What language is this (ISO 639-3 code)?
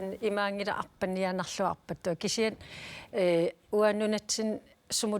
kal